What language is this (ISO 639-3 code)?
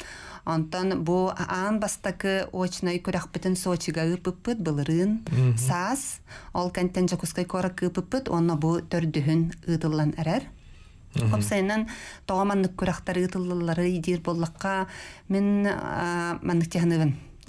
sah